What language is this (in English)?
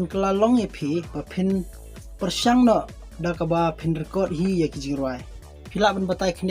Khasi